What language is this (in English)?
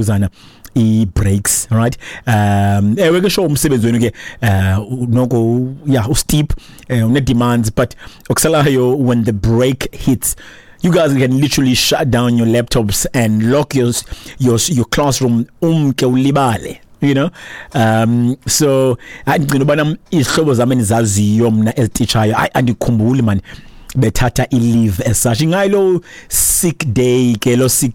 Xhosa